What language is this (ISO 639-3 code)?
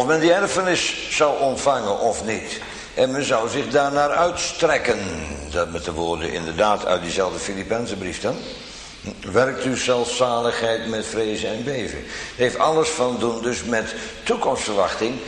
nld